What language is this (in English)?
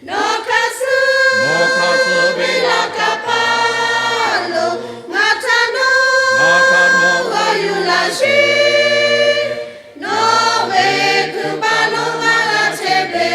Lahu